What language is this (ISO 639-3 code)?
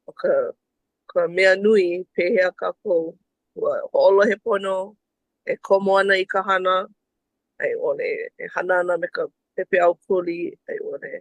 haw